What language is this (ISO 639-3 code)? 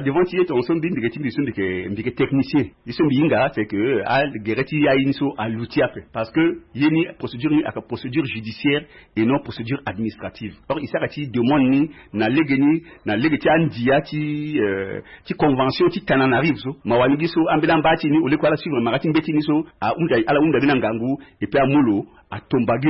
sag